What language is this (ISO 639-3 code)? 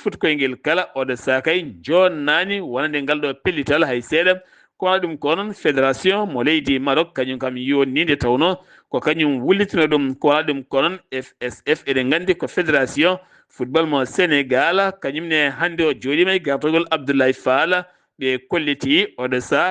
ful